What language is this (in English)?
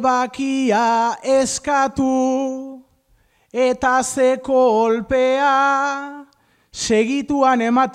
Basque